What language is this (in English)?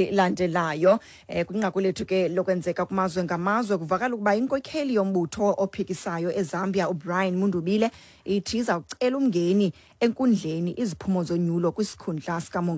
Xhosa